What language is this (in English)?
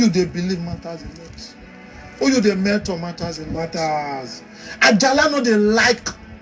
Nigerian Pidgin